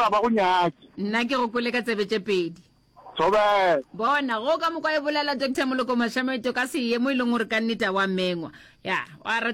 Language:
Northern Sotho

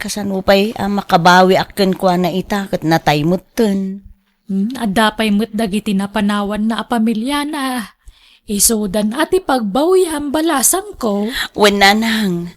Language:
Iloko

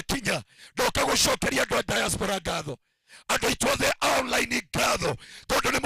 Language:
Kikuyu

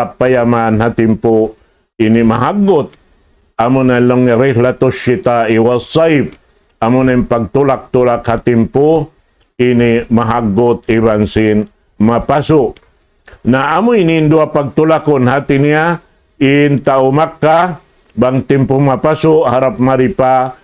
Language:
Tausug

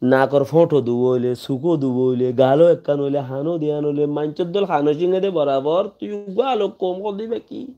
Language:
Rohingya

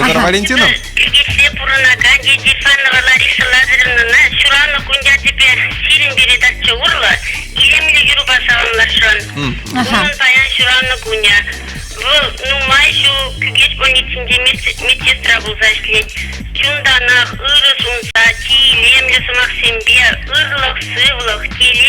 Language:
Chuvash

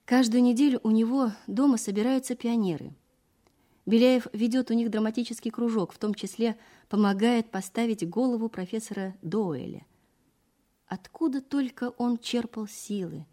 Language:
Russian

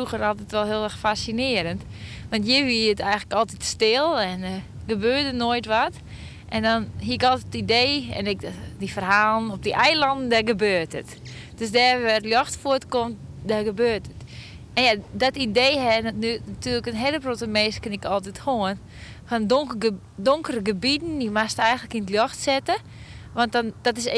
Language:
Western Frisian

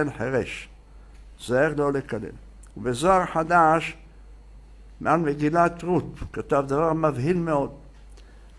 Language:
Hebrew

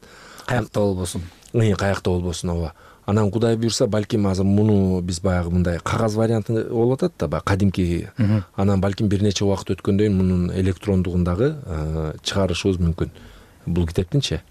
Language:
Kyrgyz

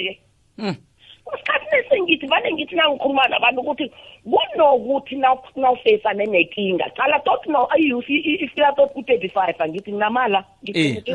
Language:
South Ndebele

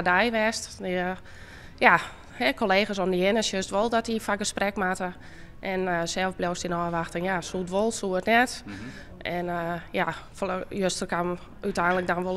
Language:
Western Frisian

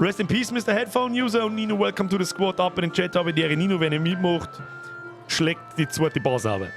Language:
Bavarian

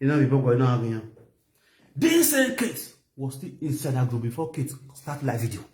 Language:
Nigerian Pidgin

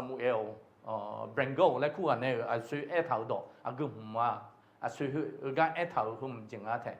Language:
Akha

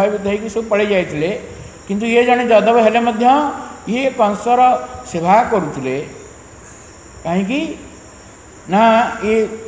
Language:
Odia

